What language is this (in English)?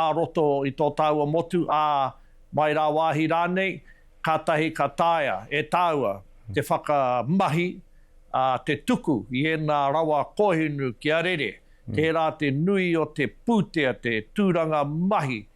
Māori